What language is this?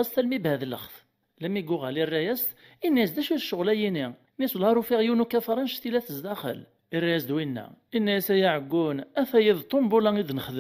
Kabyle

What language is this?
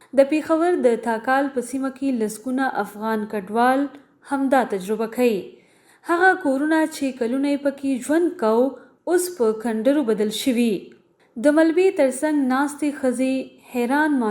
Pashto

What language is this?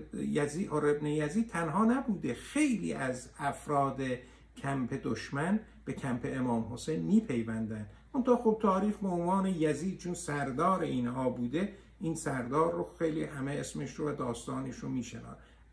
Persian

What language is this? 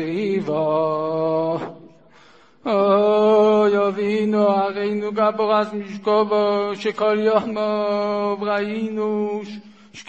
Hebrew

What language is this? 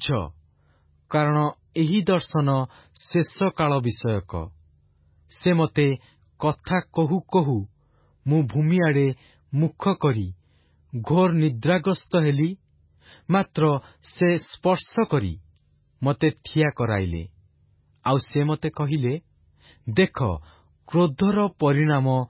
Odia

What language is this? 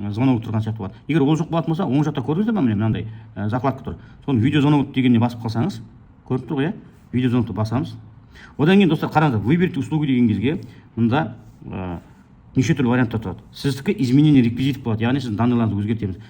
Kazakh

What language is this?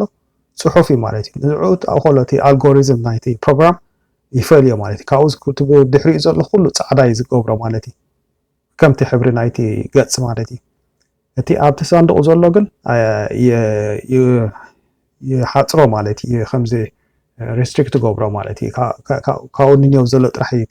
Tigrinya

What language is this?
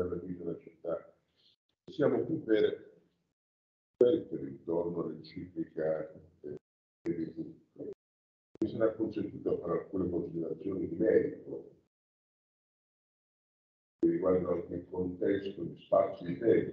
Italian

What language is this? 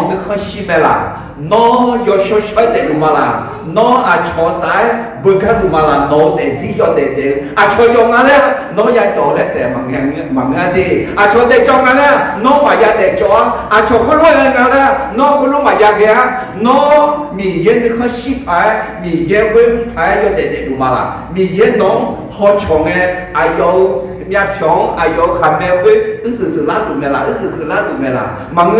Akha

